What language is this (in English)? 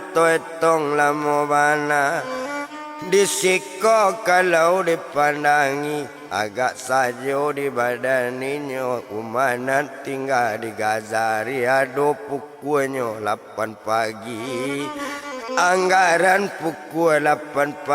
Minangkabau